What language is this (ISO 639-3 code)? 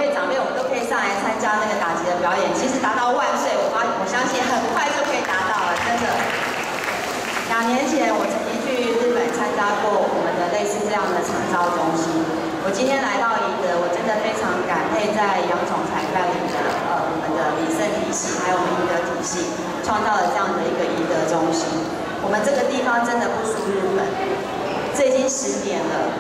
zho